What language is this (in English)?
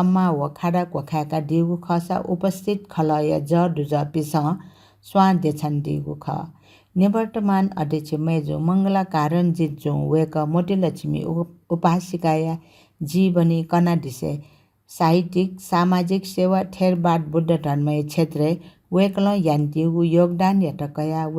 Newari